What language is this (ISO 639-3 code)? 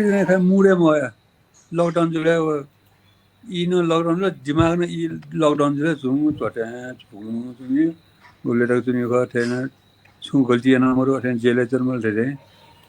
new